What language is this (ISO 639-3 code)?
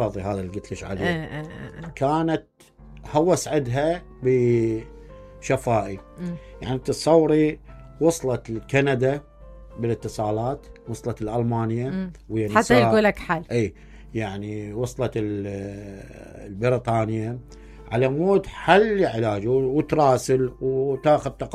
acm